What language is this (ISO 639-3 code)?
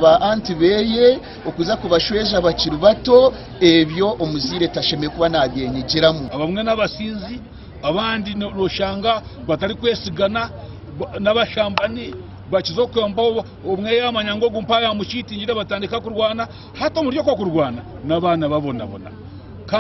nyn